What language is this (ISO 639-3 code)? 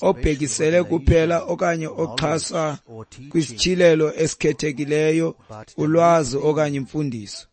xho